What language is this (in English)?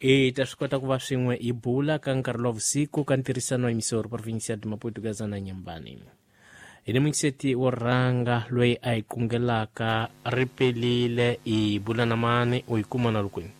Tsonga